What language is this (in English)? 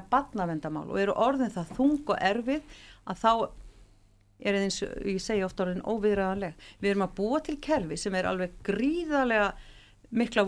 Icelandic